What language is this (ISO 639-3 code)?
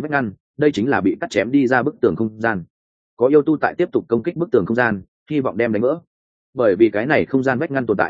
vie